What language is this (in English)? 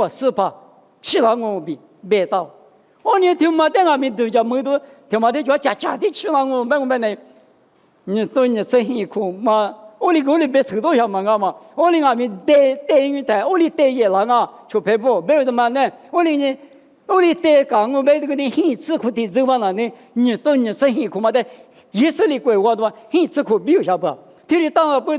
Lisu